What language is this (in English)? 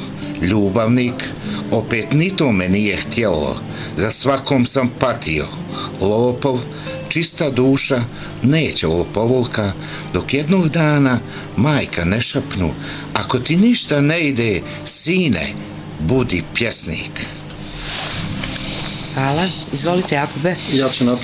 Bosnian